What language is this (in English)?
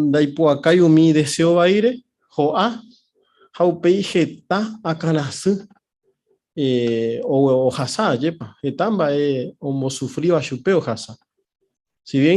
Guarani